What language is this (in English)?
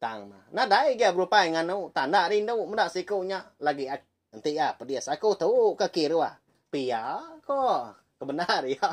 Iban